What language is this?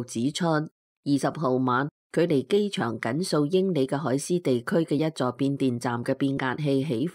Cantonese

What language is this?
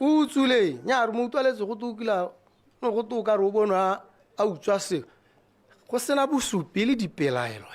Tswana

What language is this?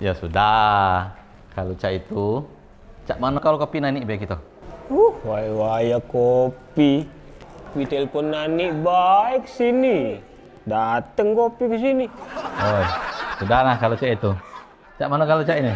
Musi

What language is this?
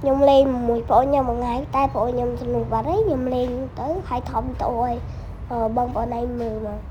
Khmer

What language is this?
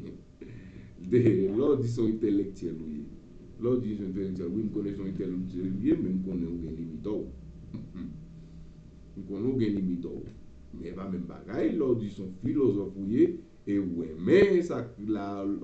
Haitian Creole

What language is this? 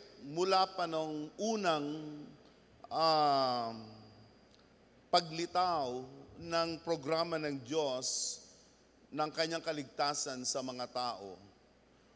Filipino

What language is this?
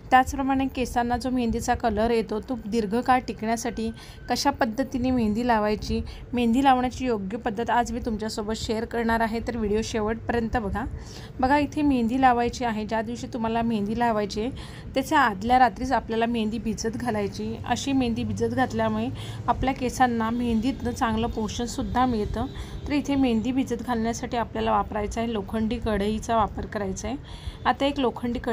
Marathi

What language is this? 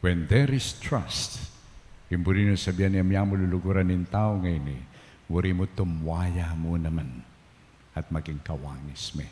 Pampanga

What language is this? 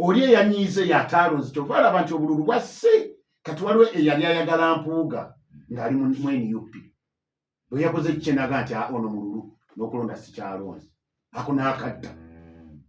Ganda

